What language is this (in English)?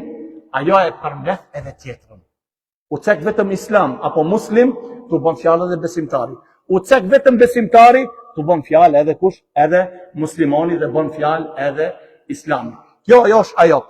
Albanian